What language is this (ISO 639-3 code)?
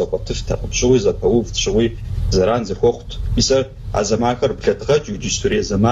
kbd